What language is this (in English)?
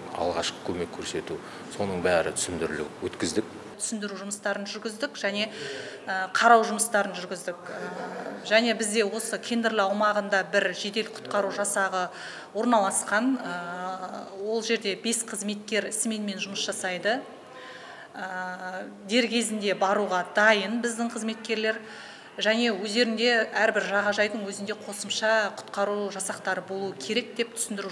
Kazakh